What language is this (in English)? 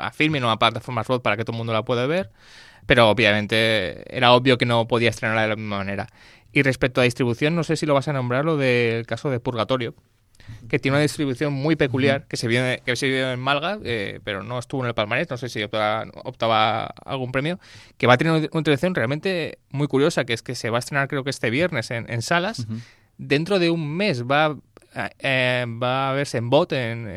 Spanish